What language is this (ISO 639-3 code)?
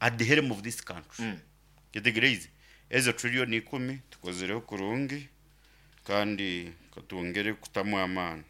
nyn